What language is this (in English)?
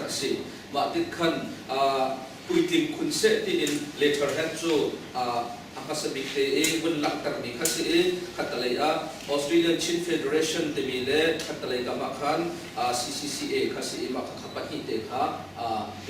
Hakha Chin